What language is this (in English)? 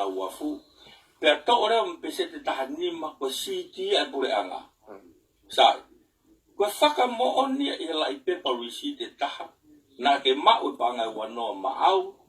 Tongan